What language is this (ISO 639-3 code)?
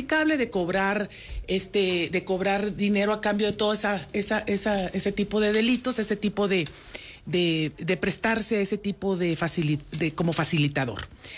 spa